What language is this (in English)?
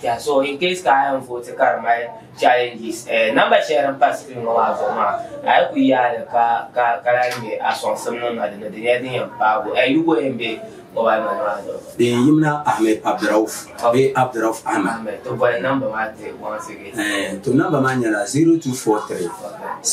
Dagbani